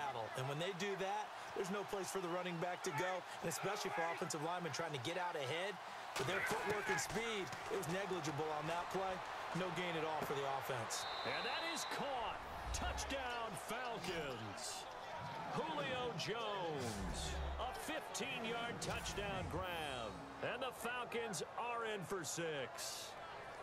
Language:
English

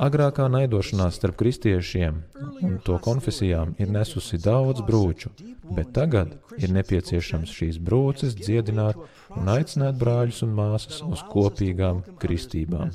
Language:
Latvian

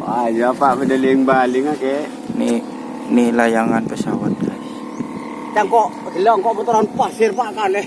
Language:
Madurese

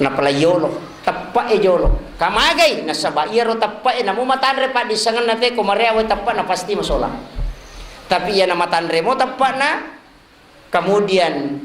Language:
Buginese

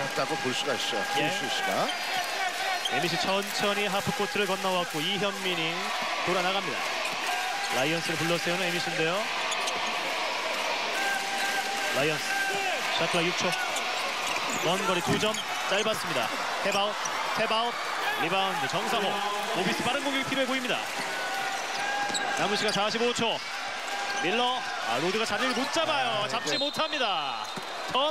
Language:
Korean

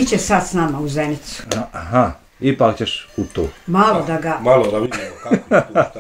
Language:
Bosnian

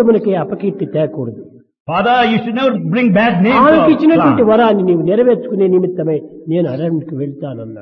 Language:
Telugu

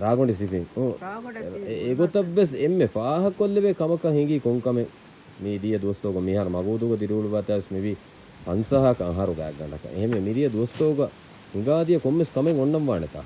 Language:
Divehi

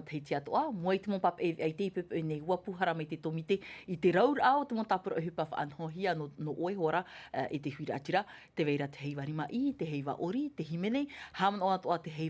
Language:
Tahitian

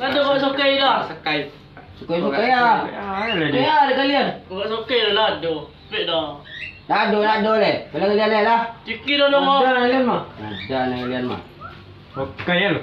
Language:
Minangkabau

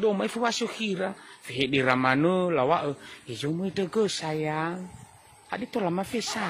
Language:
Nias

